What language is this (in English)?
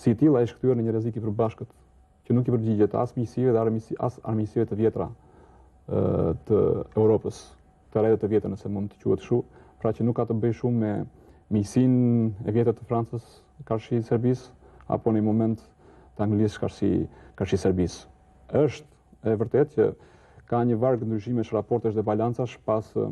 Albanian